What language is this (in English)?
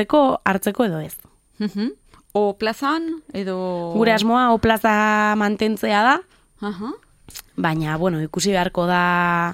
Basque